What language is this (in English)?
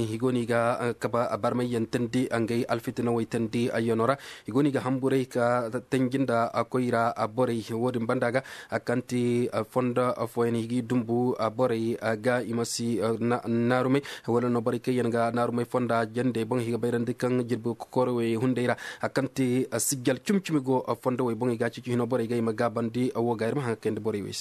Koyraboro Senni